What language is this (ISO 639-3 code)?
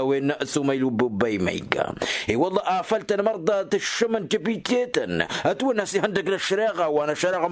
taq